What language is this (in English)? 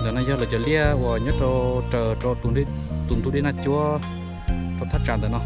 Hmong